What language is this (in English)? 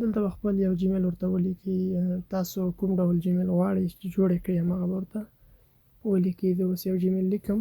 Pashto